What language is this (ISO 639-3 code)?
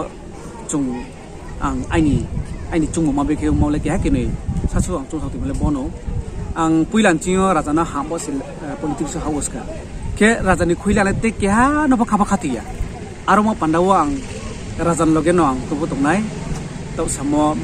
ria